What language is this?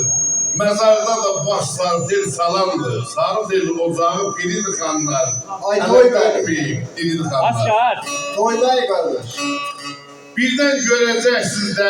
South Azerbaijani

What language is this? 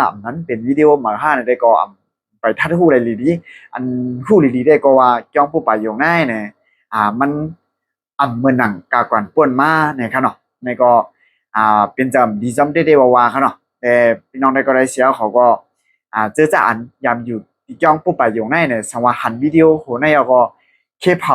Shan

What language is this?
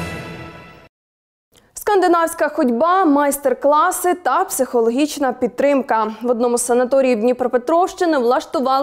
Ukrainian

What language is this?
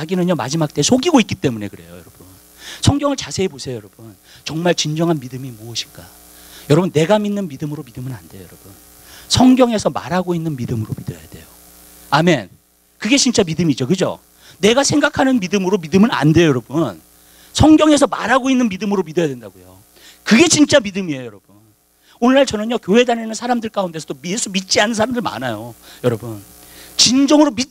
Korean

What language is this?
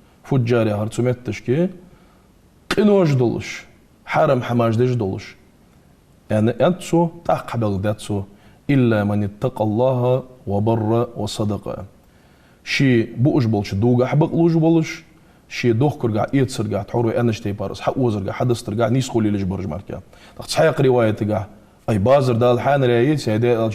Ingush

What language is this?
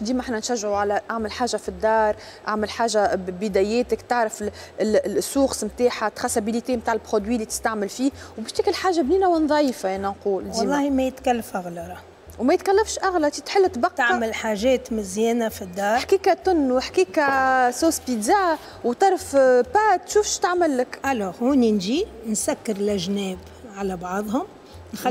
Tunisian Arabic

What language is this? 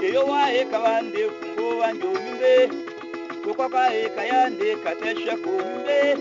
Tetela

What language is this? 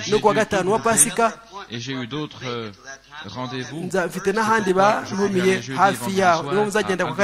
Kinyarwanda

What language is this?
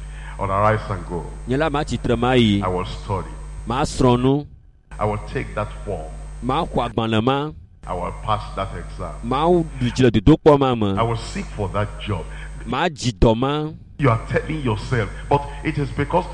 Ewe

